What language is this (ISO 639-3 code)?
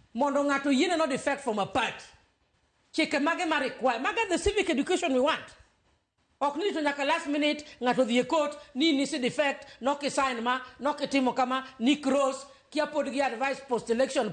luo